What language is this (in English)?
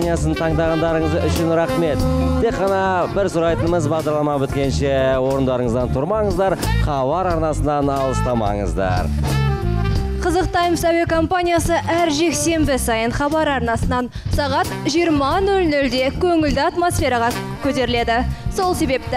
Kazakh